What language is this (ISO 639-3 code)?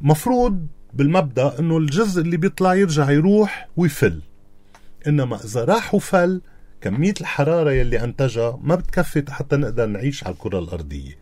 apc